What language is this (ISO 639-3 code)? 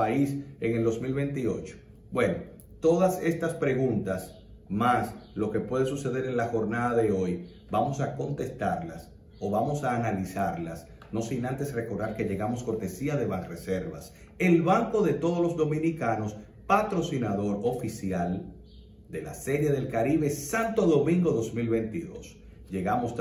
spa